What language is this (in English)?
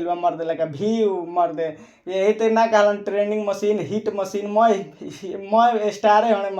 Bhojpuri